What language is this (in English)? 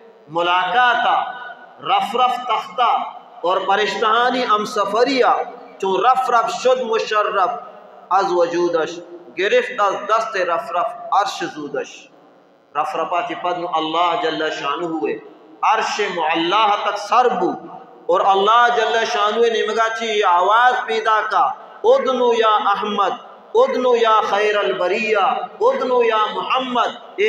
Baluchi